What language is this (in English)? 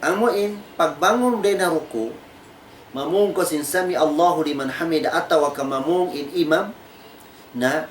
Tausug